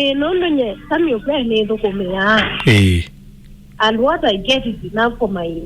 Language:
Kamba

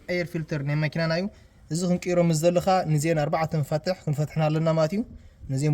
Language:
Tigrinya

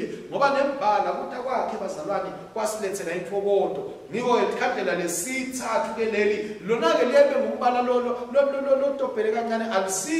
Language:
Swati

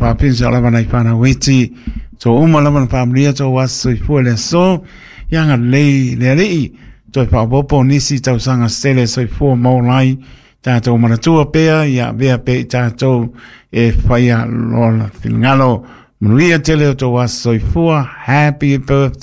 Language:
Samoan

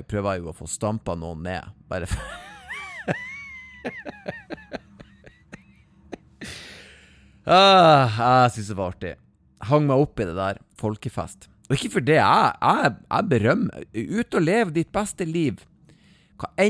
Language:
Norwegian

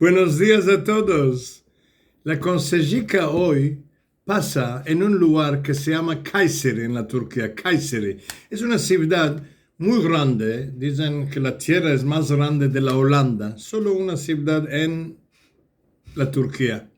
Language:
Ladino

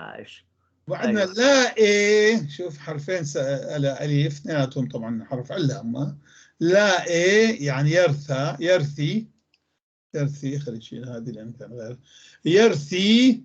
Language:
North Levantine Arabic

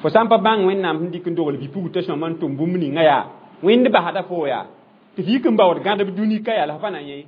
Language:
Mossi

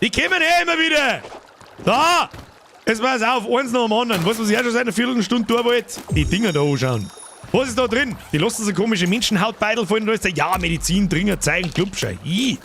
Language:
Bavarian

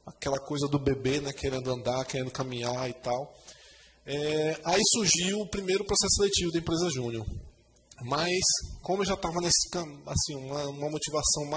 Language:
Portuguese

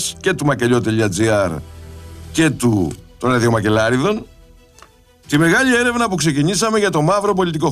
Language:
Greek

